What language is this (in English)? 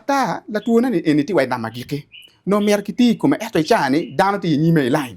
Acoli